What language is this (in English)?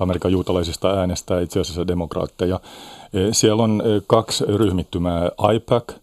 Finnish